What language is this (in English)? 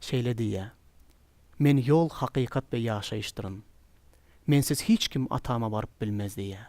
Turkmen